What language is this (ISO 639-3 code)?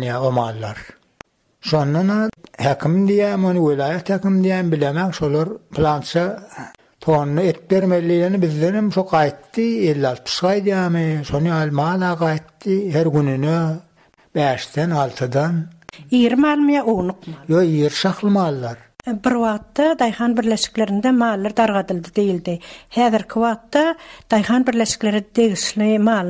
tuk